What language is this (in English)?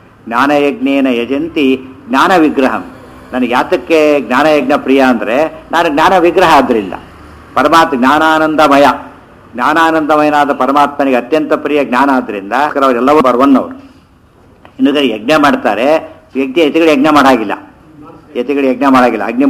Kannada